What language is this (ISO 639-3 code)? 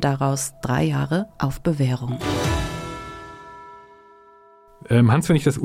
deu